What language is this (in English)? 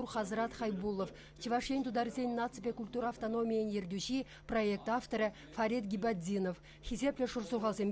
Chuvash